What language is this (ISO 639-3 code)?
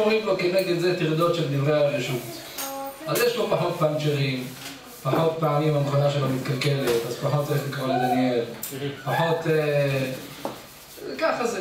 heb